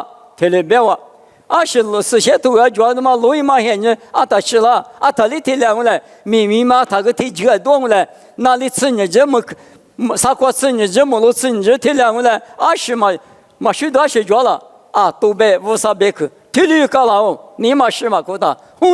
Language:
Lisu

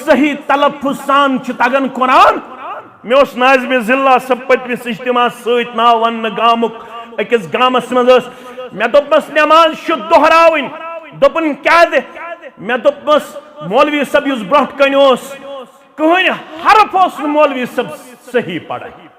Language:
Kashmiri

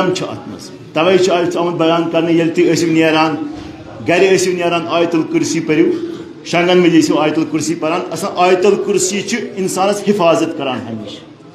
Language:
Kashmiri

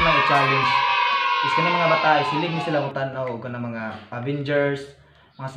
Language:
Cebuano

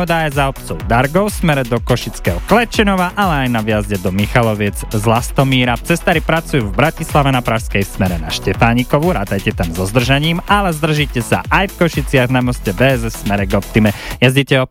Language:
Slovak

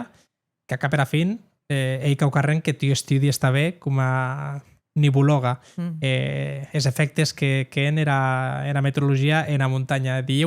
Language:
Occitan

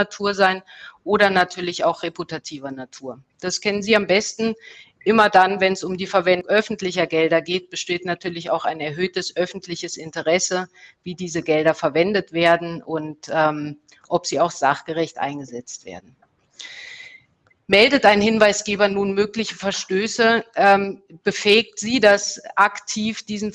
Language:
German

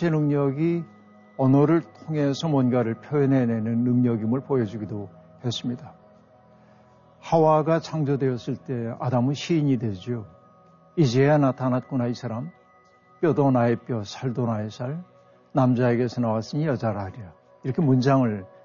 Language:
Korean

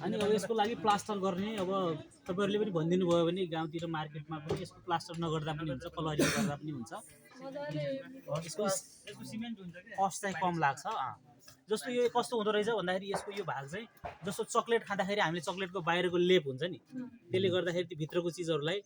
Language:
Nepali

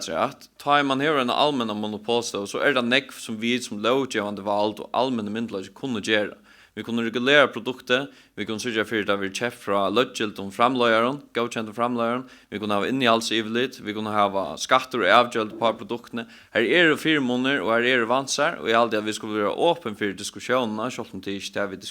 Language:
Faroese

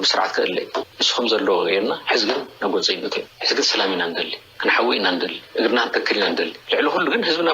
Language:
Tigrinya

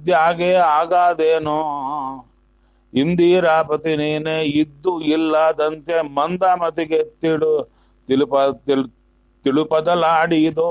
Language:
Kannada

